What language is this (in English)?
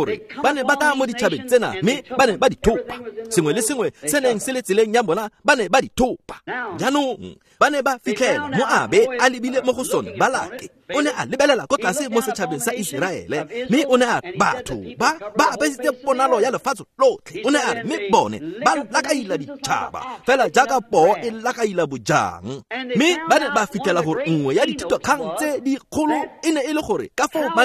Tswana